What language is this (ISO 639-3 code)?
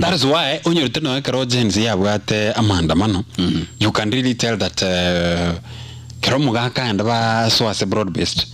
guz